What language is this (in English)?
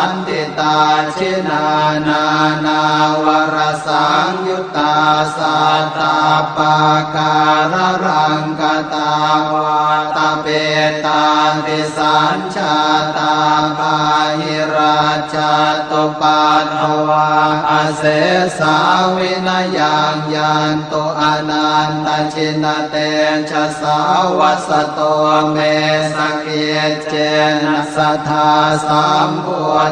Pali